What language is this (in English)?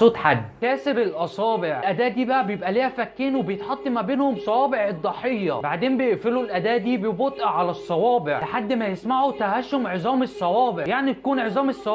Egyptian Arabic